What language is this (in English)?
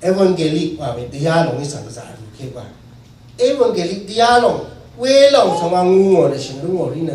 Rawang